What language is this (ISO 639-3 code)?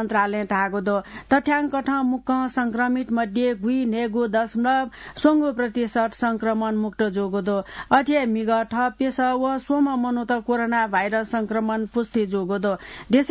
new